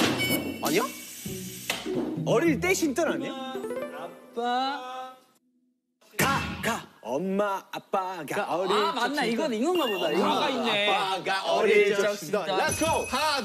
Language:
Korean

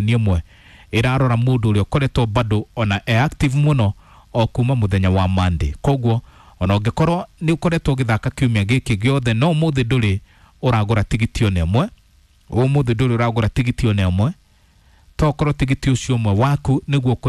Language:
Kikuyu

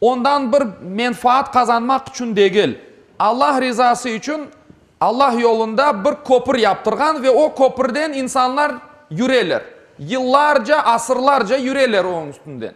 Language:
Crimean Tatar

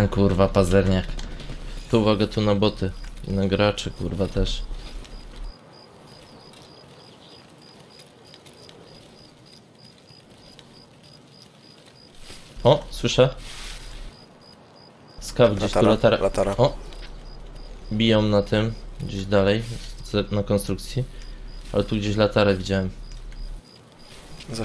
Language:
Polish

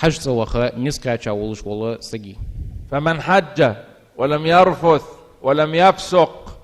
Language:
Ingush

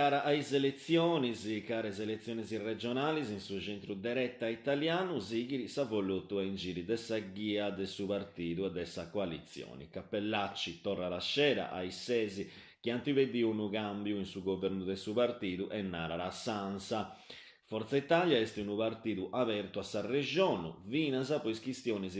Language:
Sardinian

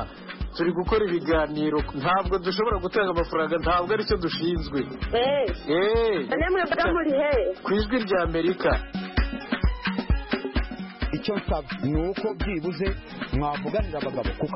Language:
Kinyarwanda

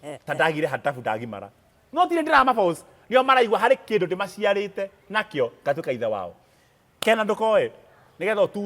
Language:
Kikuyu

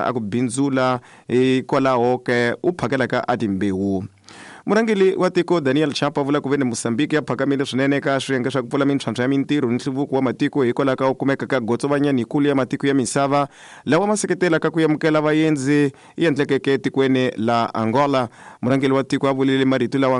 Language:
Tsonga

